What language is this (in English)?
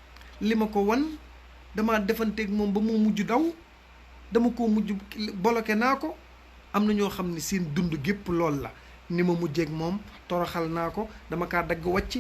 Wolof